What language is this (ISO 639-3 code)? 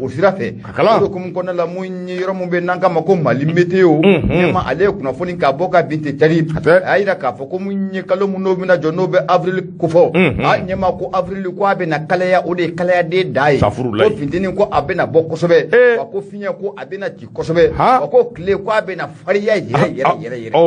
bam